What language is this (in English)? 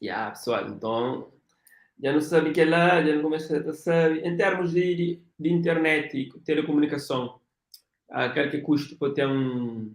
Kabuverdianu